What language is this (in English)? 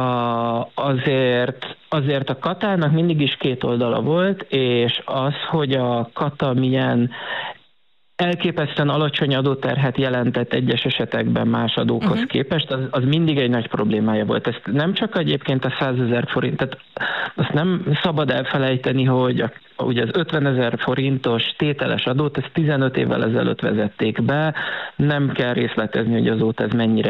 Hungarian